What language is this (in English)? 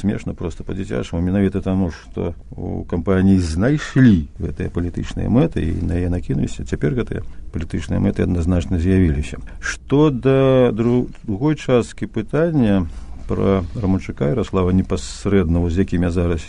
Belarusian